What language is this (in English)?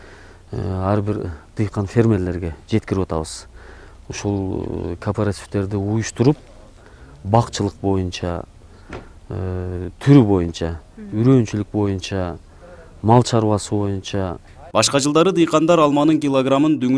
Kyrgyz